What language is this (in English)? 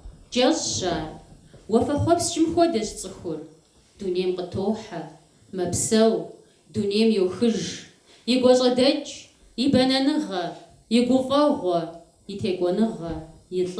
Kabardian